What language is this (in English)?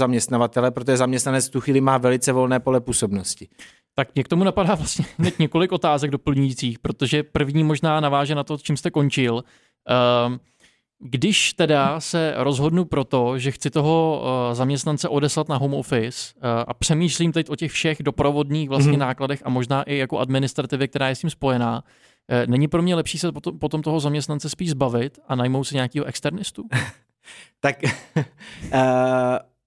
Czech